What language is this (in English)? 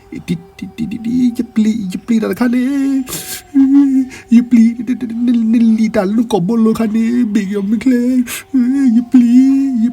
S'gaw Karen